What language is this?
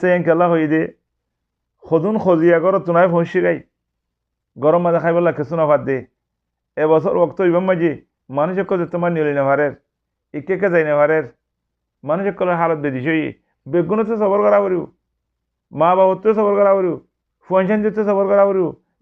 Rohingya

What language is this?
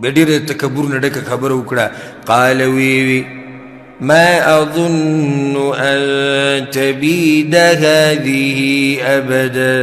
Pashto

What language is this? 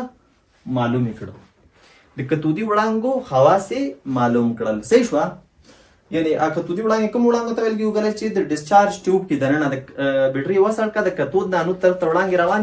Pashto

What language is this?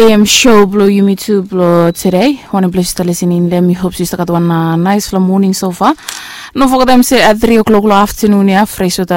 Bislama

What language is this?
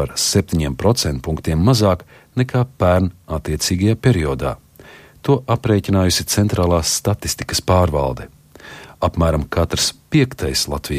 Latvian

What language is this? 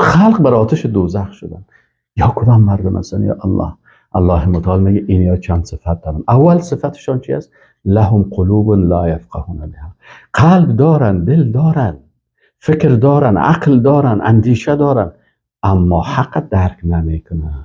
Persian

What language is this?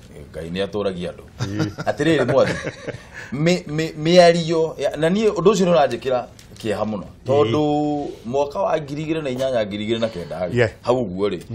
Kikuyu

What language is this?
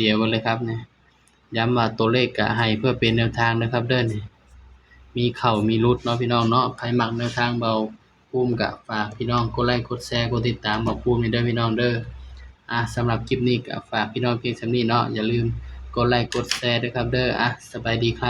Northeastern Thai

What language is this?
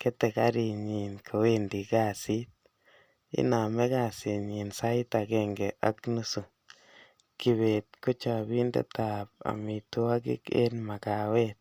Kalenjin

